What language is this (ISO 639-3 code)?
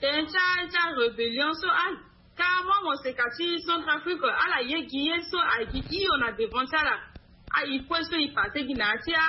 sag